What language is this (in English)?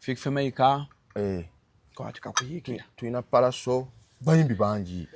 Ganda